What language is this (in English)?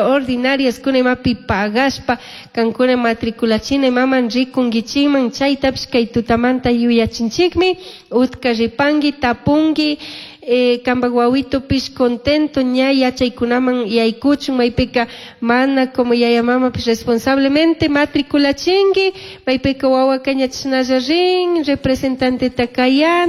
Chimborazo Highland Quichua